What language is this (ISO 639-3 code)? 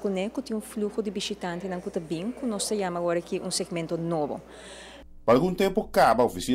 pap